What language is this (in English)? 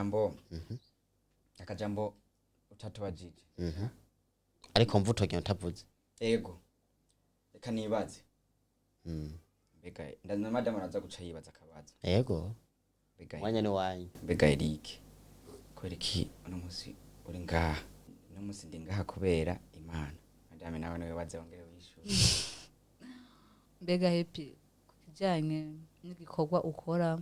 Rundi